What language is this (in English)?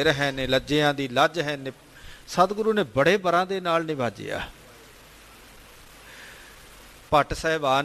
Punjabi